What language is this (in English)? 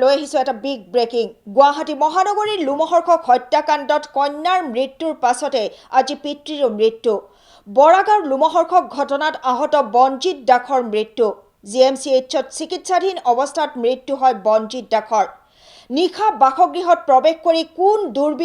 Assamese